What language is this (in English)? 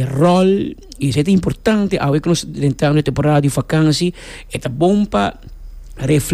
Papiamento